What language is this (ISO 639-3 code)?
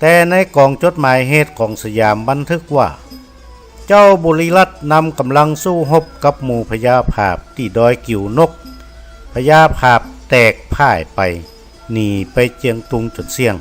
nod